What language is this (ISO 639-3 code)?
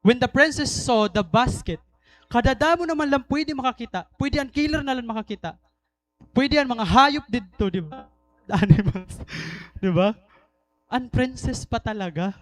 war